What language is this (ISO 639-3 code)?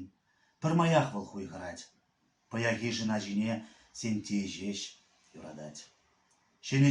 chv